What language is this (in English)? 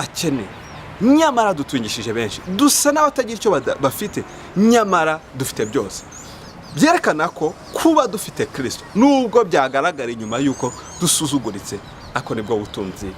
Kinyarwanda